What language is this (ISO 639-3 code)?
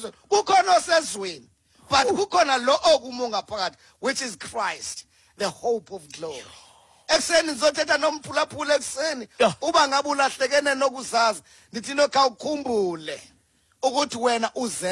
xho